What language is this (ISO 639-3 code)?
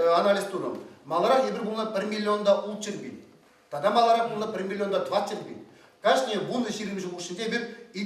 chv